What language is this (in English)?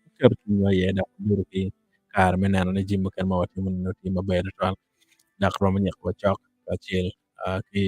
Acoli